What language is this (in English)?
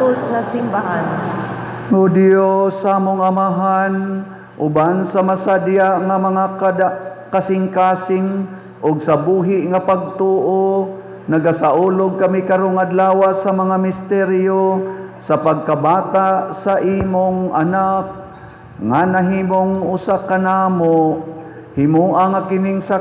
Cebuano